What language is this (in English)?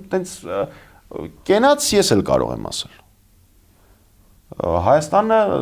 Armenian